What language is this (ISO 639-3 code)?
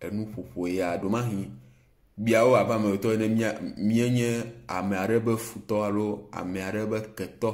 ewe